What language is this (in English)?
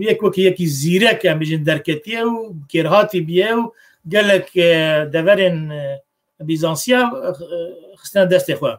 Kurdish